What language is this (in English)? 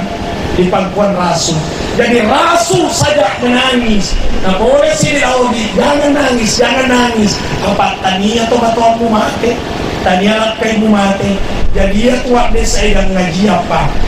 Buginese